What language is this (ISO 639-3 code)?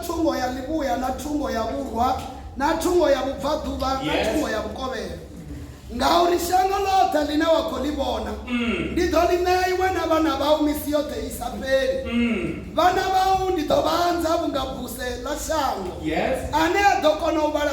ven